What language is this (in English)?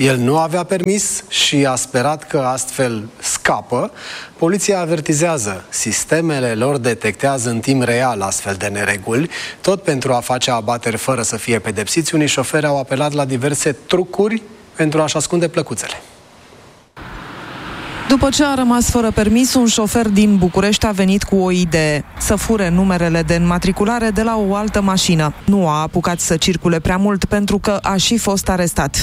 Romanian